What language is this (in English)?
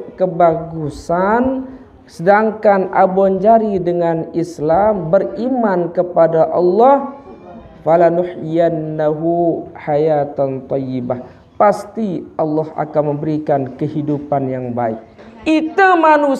Sasak